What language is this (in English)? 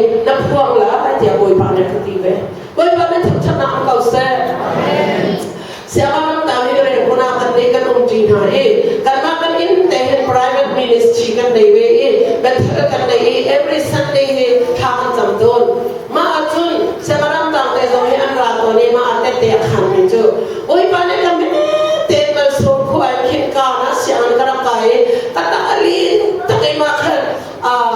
Hakha Chin